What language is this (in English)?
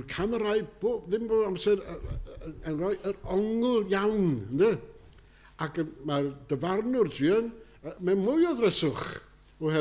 Welsh